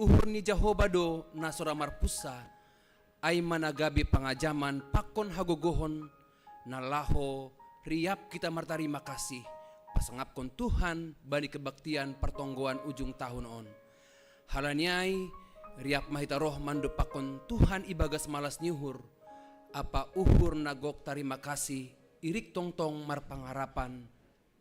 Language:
Batak Simalungun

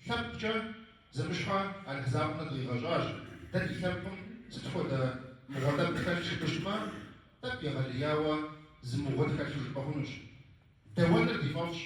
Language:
Kabardian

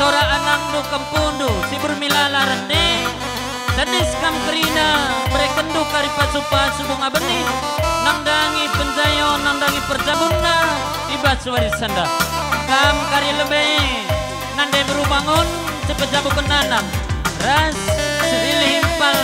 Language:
Batak Karo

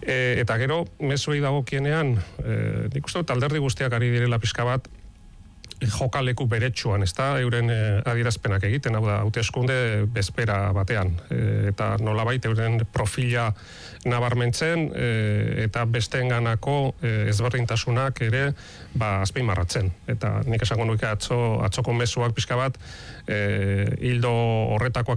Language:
Basque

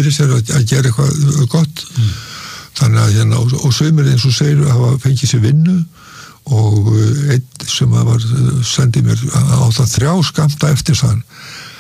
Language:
Icelandic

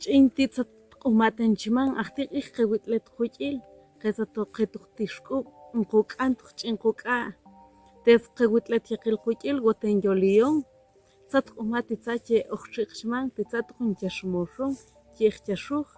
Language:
Tektiteko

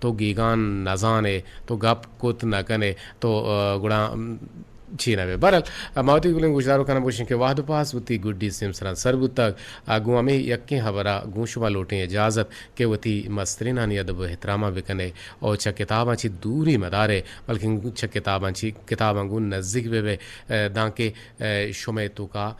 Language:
Eastern Balochi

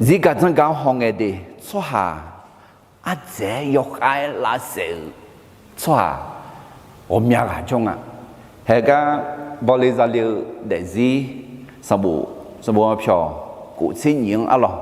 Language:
Akha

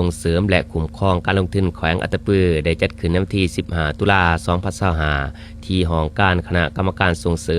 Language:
Lao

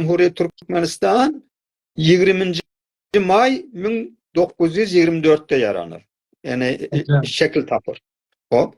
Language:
South Azerbaijani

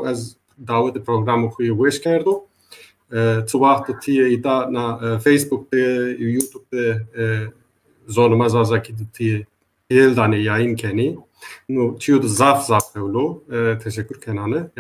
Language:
Zaza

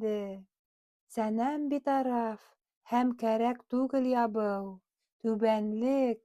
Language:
Bashkir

